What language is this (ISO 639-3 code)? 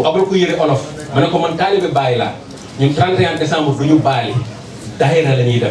wol